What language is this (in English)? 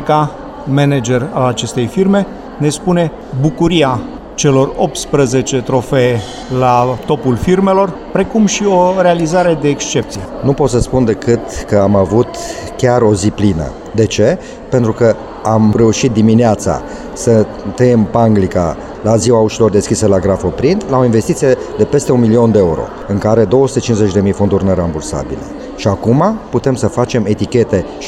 Romanian